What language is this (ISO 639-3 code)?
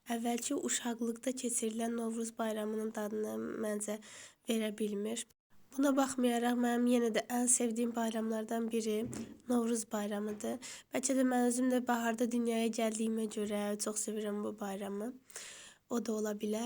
aze